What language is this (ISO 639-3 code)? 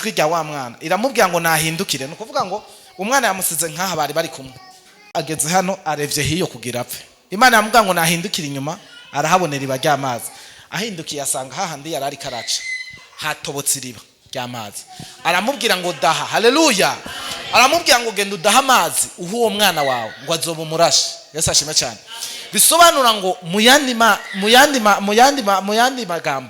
run